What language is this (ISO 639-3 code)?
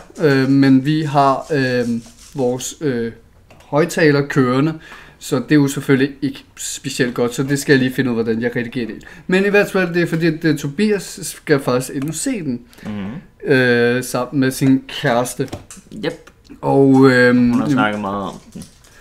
dan